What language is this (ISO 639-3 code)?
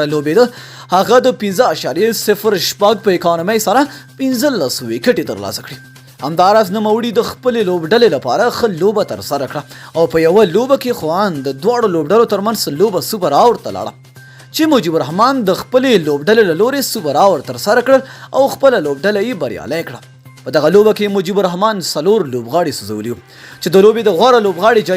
pus